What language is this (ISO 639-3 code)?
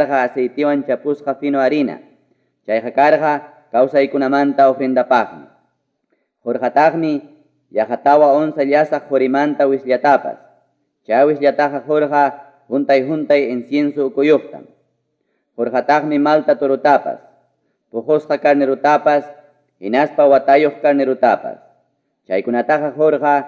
quy